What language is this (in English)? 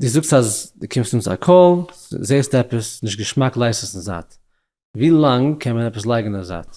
Yiddish